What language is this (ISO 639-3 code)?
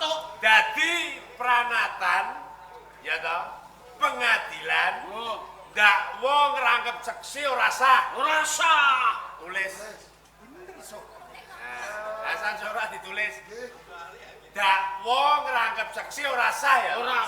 jav